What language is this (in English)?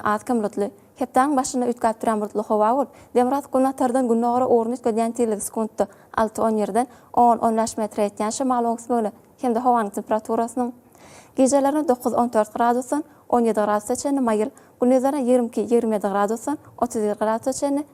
Turkmen